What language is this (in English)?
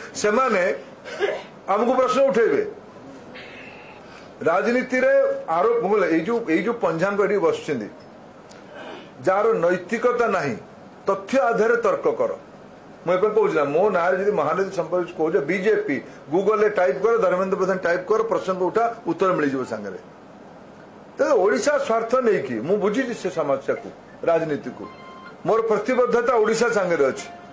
Odia